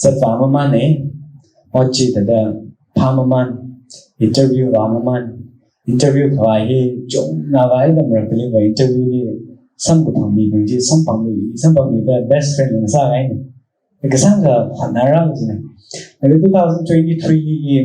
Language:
Tangkhul Naga (India)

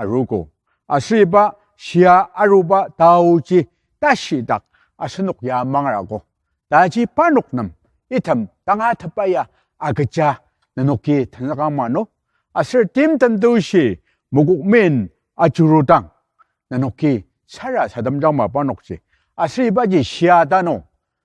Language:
Ao Naga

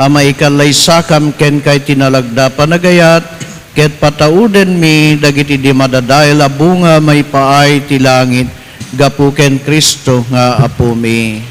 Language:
Iloko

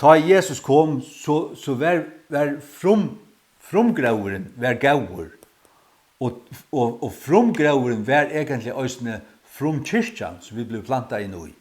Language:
Faroese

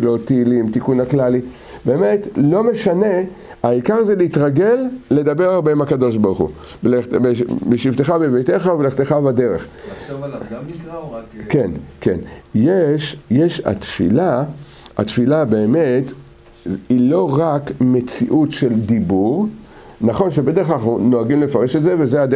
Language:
Hebrew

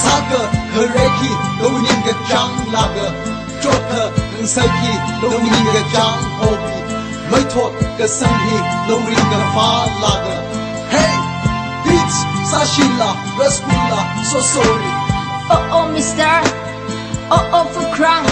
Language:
Tangkhul Naga (India)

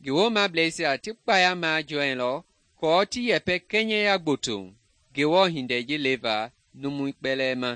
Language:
Mende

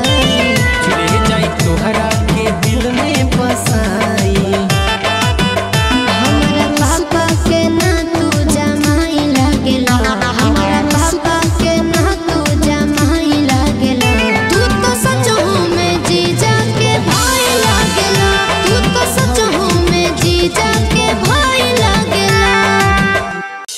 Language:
Bhojpuri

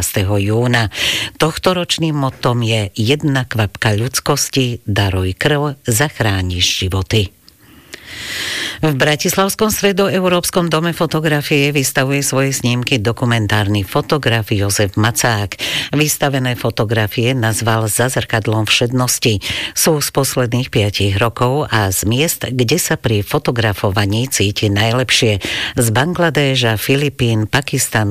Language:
Slovak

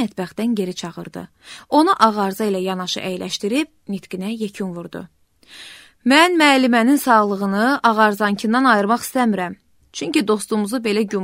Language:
Azerbaijani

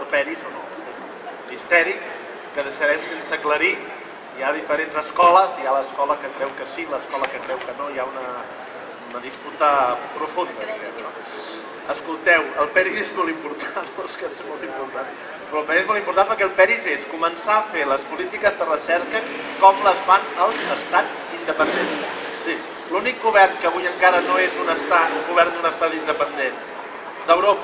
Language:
Catalan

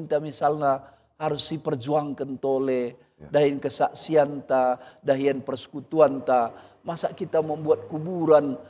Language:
Batak Karo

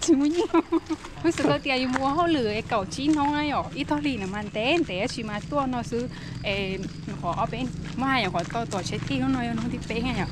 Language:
Hmong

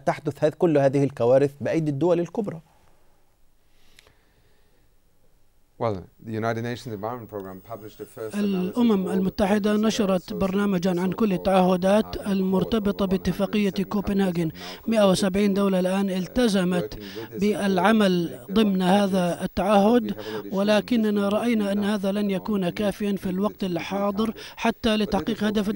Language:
Arabic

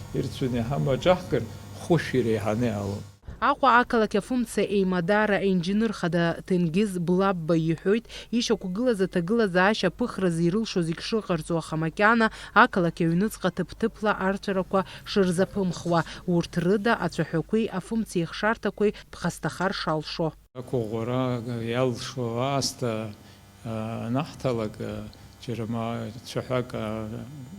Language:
Abkhazian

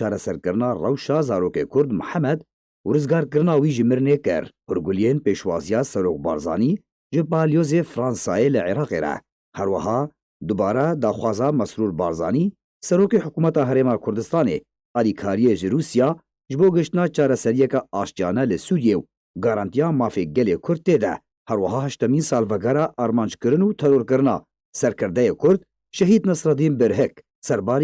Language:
Kurdish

